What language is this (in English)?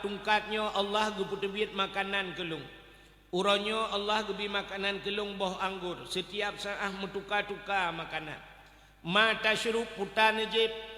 Achinese